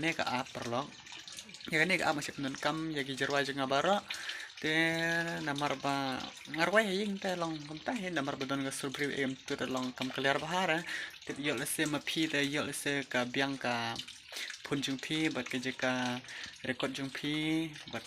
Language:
Khasi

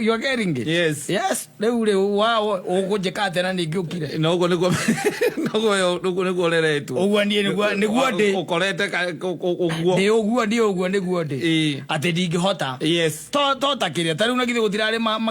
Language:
Kikuyu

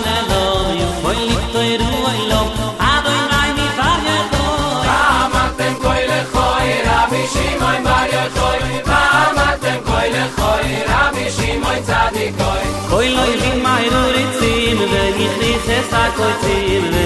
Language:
Hebrew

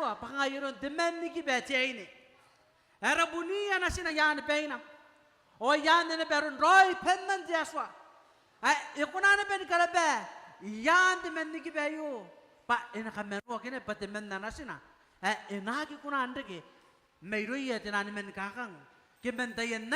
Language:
Gilbertese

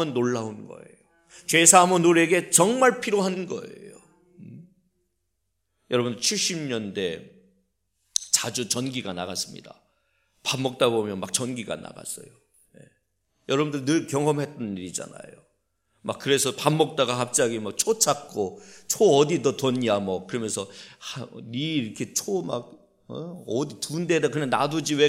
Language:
Korean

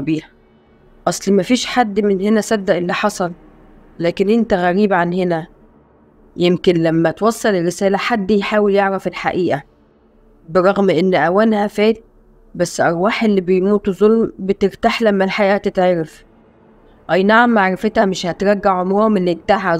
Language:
Egyptian Arabic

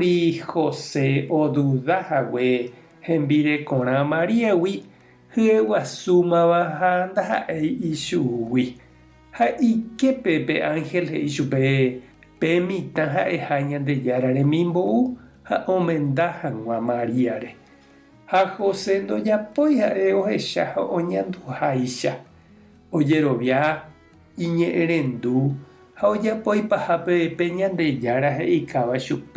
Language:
Guarani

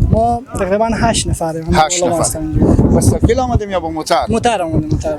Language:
Persian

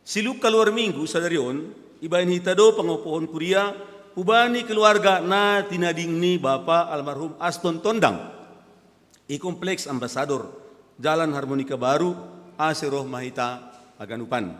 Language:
Batak Simalungun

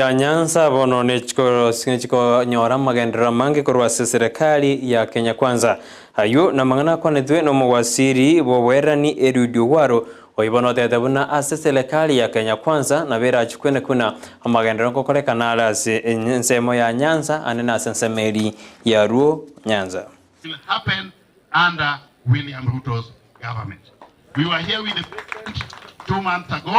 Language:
Gusii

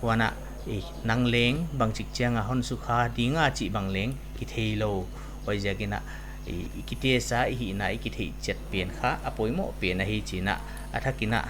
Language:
Paite Chin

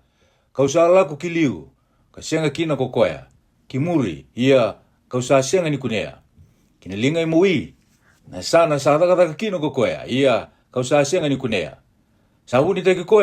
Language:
Fijian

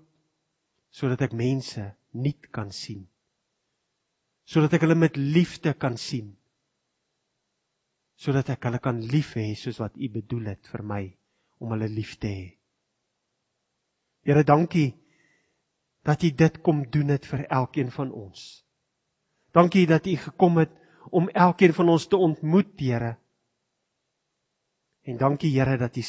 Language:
Afrikaans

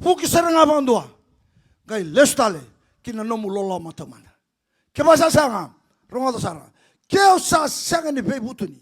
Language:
Fijian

